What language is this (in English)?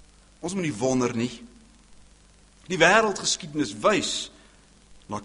Afrikaans